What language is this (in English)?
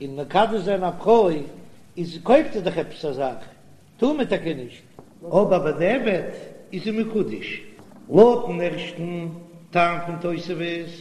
Yiddish